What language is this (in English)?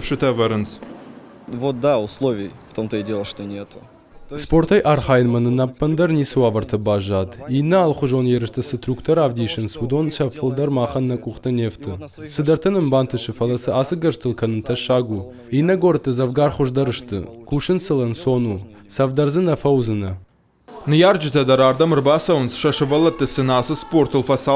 Ossetic